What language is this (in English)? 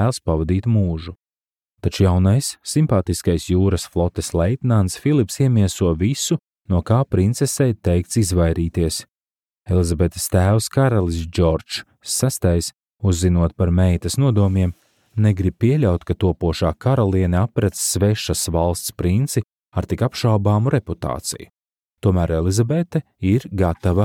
Latvian